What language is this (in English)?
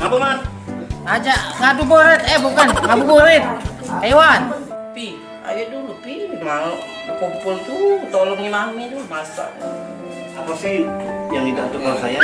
Musi